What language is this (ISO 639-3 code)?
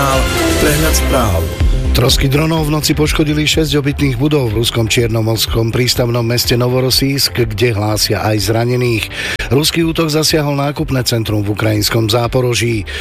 slk